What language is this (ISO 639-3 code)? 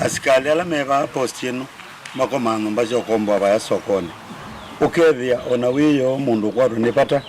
kam